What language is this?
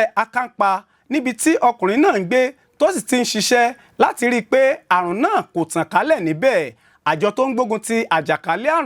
Yoruba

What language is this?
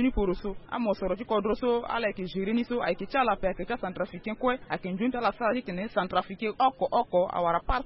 Sango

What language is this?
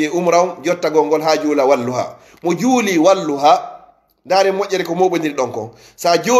Fula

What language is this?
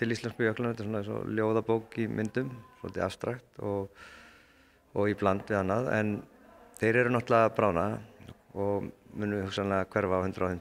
Icelandic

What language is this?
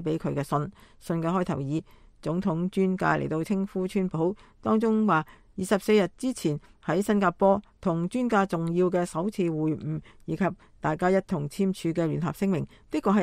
Cantonese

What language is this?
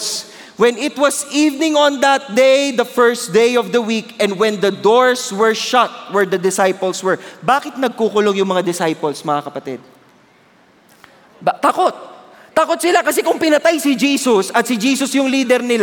Filipino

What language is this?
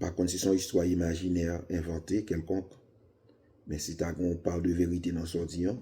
Haitian Creole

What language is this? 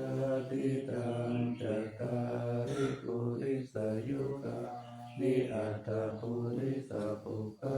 Pali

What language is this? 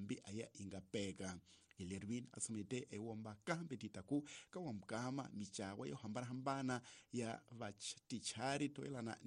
Tsonga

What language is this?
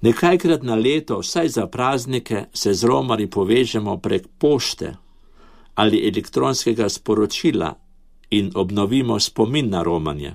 Slovenian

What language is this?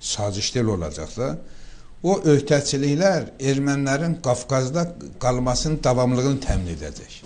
Azerbaijani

